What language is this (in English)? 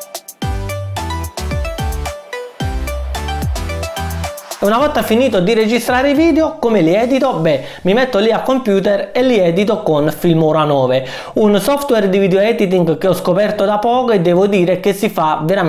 Italian